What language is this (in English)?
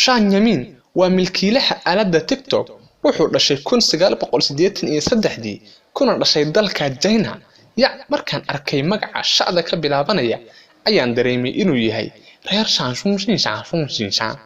Somali